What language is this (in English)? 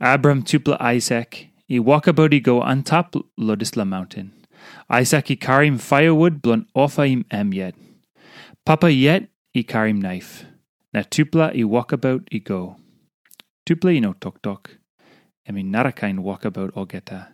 Tok Pisin